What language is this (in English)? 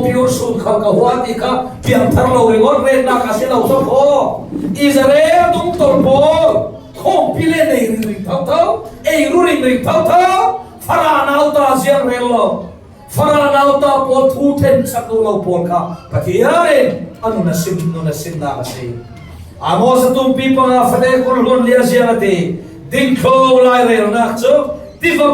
Falam Chin